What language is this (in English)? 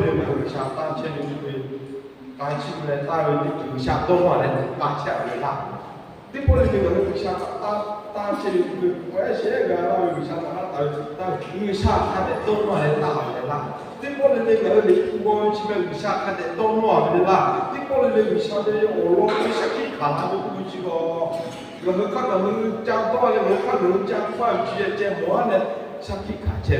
Lahu